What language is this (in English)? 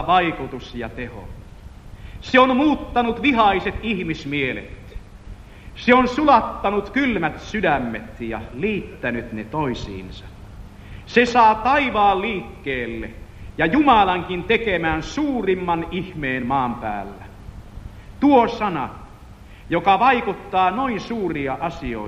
Finnish